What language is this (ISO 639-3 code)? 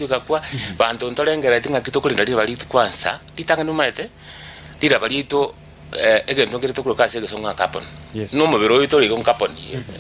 guz